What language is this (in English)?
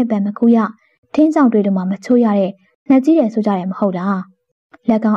Burmese